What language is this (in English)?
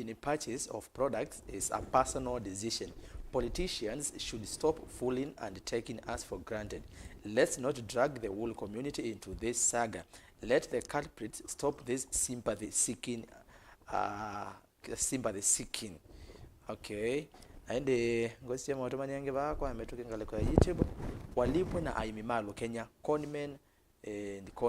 Kamba